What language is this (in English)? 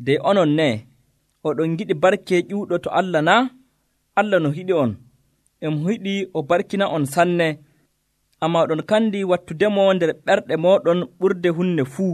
Nigerian Fulfulde